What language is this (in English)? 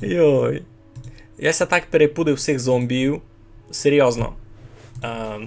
Rusyn